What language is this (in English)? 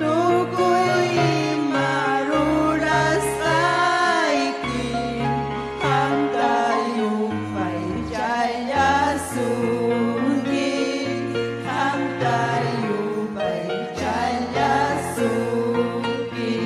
Ayacucho Quechua